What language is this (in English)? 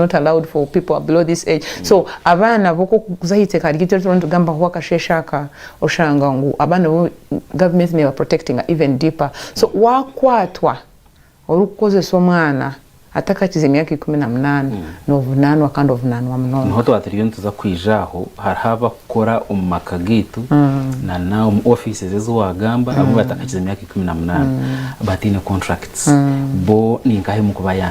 Nyankole